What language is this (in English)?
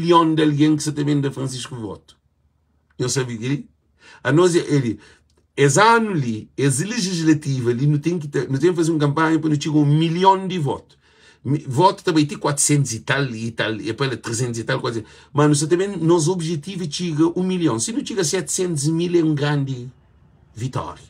Kabuverdianu